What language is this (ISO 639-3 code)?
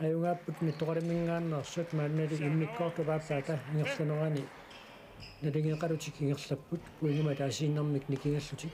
kal